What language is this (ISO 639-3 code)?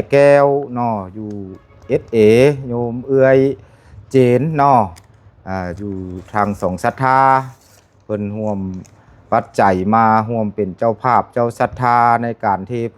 lao